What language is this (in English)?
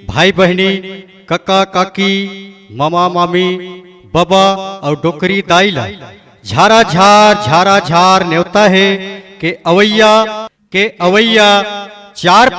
Chhattisgarhi